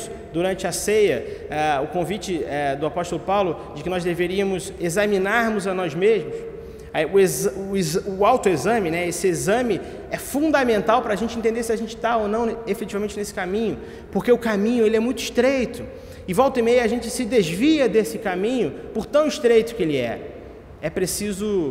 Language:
Portuguese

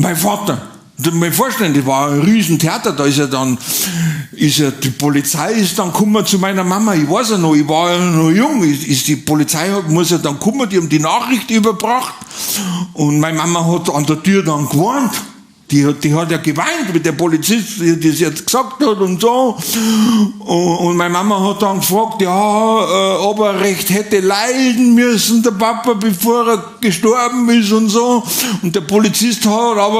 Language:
Bavarian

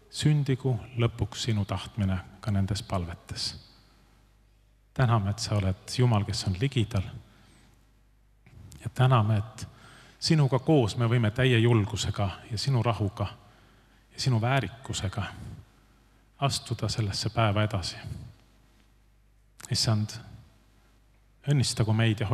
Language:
Estonian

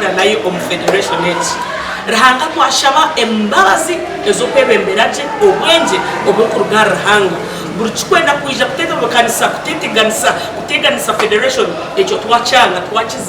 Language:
Nyankole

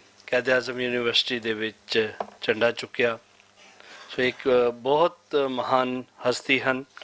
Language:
Western Panjabi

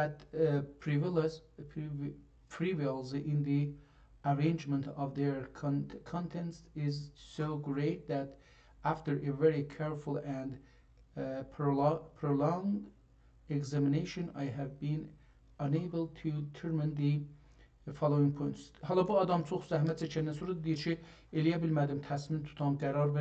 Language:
South Azerbaijani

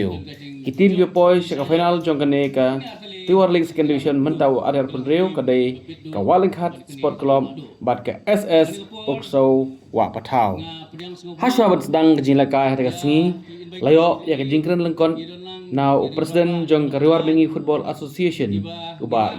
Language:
Khasi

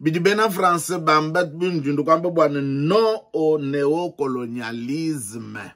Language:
Luba-Lulua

